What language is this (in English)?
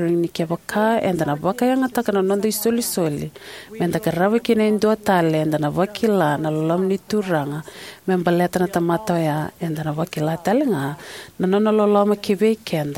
Fijian